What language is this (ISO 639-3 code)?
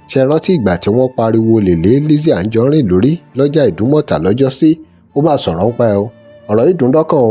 yor